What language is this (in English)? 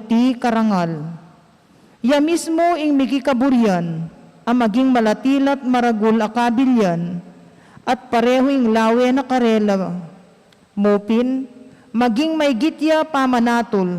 Pampanga